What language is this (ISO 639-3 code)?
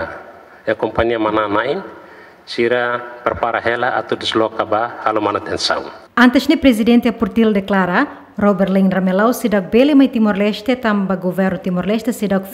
tet